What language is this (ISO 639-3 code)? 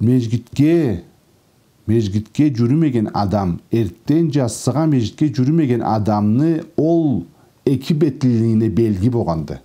krc